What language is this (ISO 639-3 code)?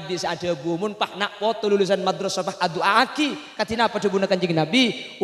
mad